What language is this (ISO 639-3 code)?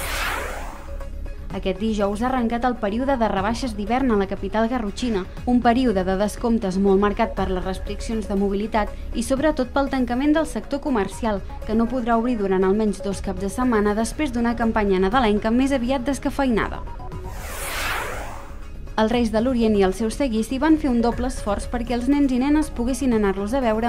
cat